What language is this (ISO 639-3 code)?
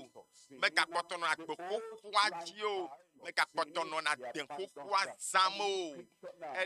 ewe